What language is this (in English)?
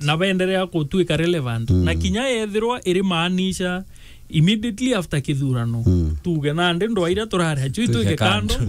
Meru